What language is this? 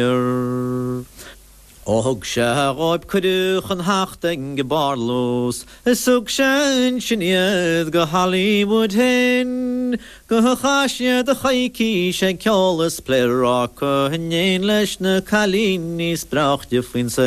Irish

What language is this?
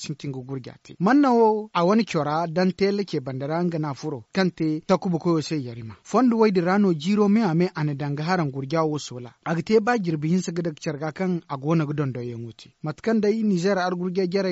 Zarma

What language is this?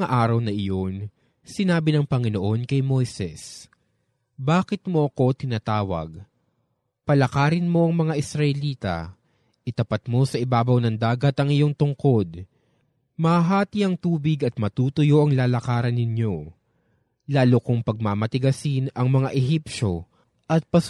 Filipino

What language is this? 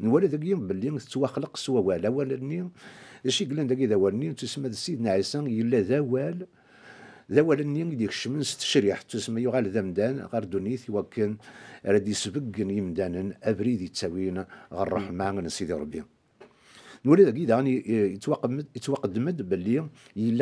Kabyle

